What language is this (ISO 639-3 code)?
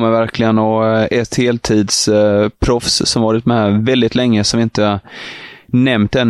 swe